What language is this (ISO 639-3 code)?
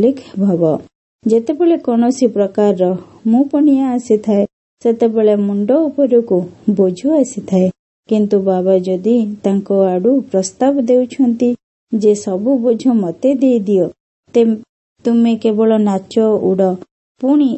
ori